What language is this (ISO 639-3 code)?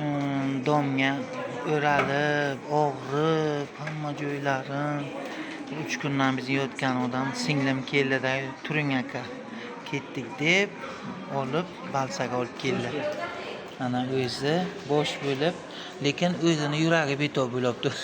uzb